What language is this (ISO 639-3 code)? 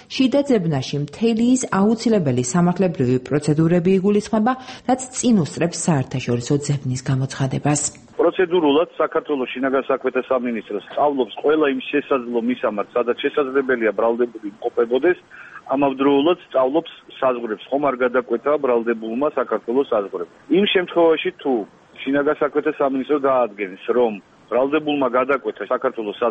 kat